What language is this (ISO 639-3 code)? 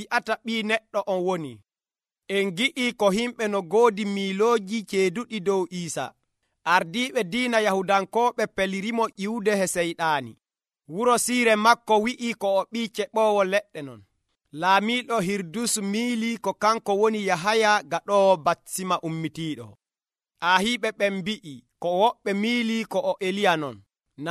fuv